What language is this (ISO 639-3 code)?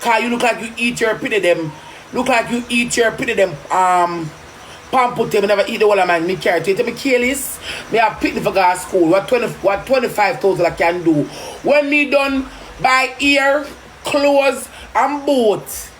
jam